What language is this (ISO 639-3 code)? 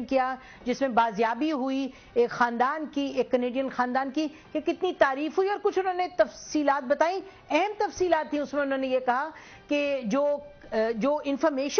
urd